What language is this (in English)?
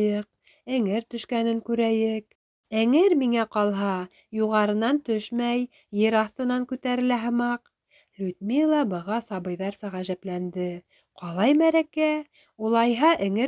Bashkir